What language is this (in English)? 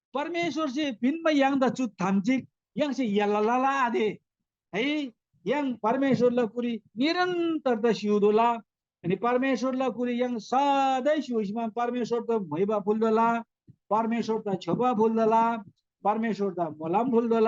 Eastern Tamang